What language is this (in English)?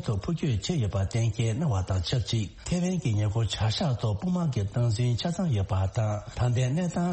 Tibetan